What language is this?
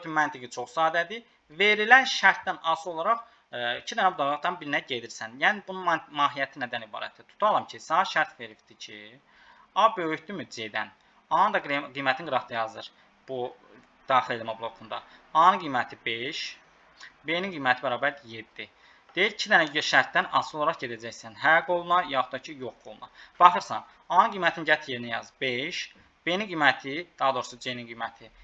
Azerbaijani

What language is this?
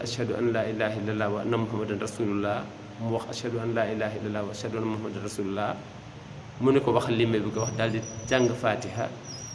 Wolof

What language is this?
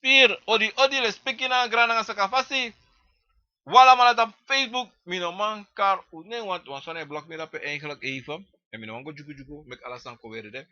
Sranan Tongo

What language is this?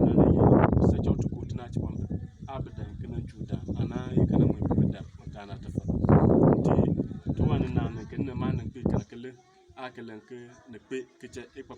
Bimoba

